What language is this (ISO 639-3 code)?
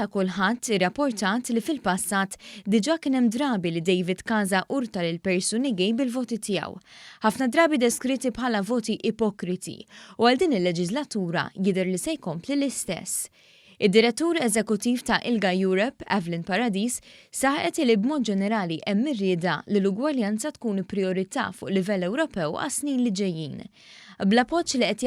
mlt